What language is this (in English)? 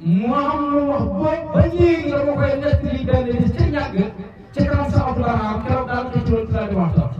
Wolof